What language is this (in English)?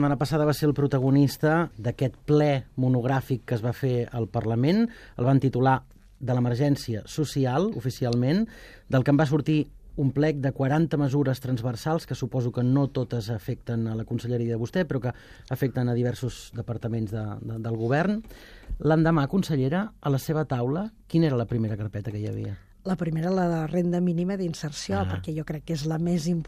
Catalan